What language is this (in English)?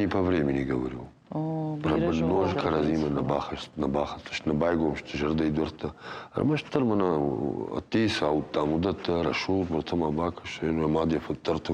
Ossetic